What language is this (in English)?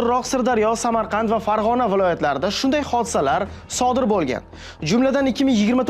Uzbek